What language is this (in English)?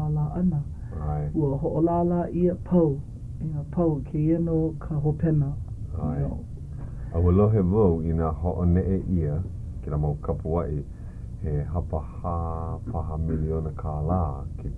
Hawaiian